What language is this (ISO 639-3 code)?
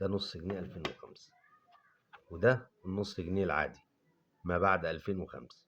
arz